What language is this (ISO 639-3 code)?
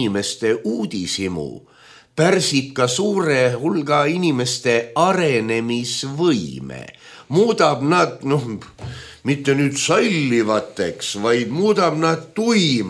est